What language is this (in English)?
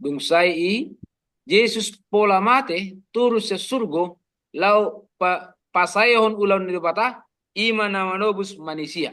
Batak Toba